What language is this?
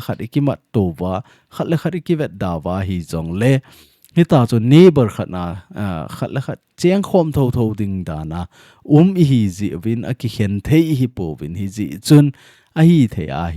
Thado Chin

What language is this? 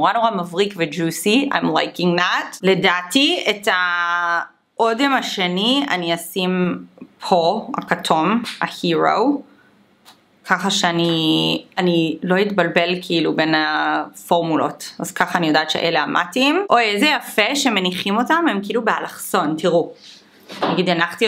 Hebrew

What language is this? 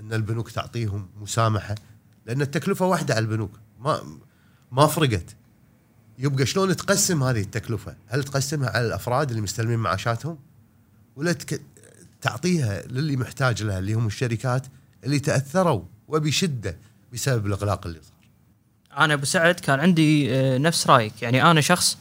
Gulf Arabic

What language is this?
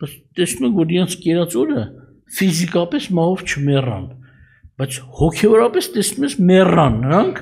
Armenian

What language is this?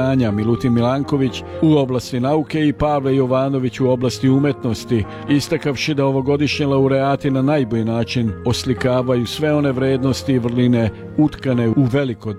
Serbian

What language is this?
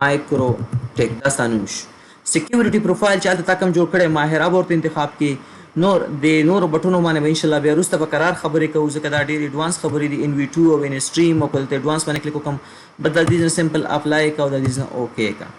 Pashto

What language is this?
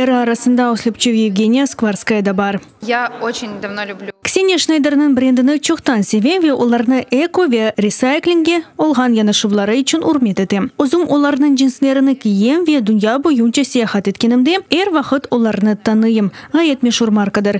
Crimean Tatar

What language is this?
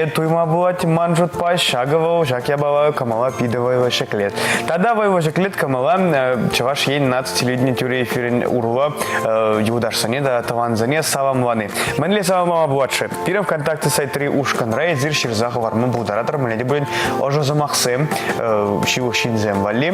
Chuvash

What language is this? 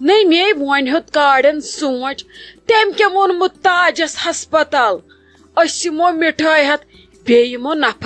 Kashmiri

